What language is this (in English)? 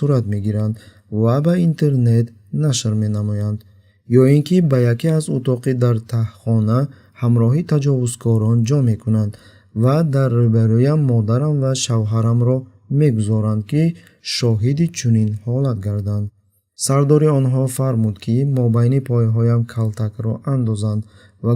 Tajik